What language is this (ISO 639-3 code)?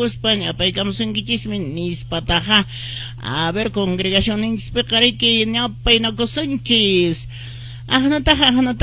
que